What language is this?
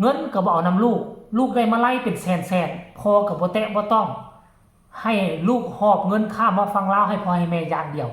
Northeastern Thai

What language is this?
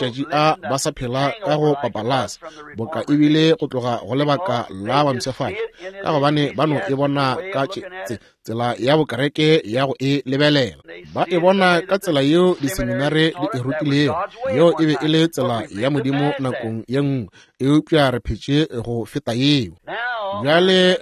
Northern Sotho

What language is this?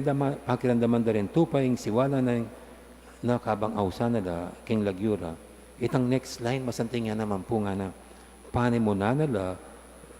Pampanga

